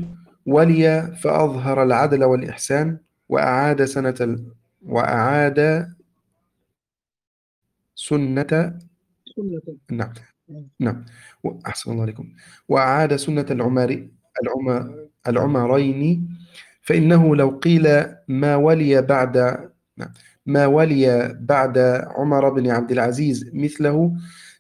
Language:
Arabic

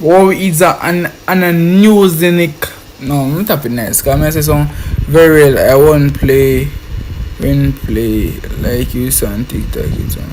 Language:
Jamaican Creole English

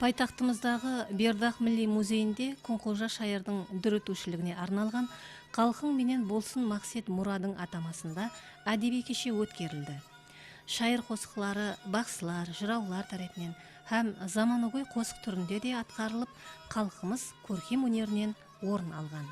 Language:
Kara-Kalpak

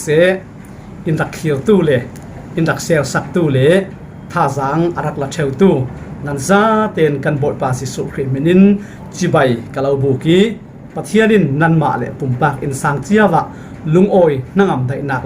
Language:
Falam Chin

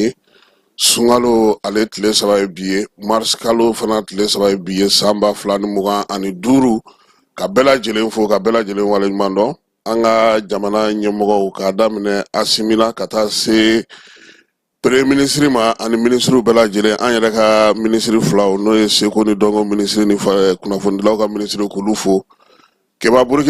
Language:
Bambara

